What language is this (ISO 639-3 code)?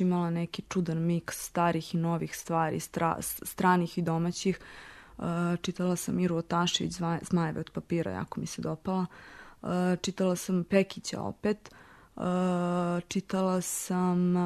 srp